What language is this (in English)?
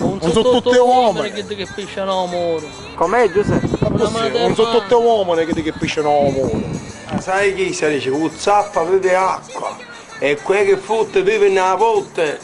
Sicilian